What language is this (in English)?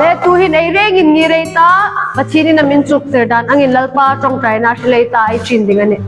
Hmar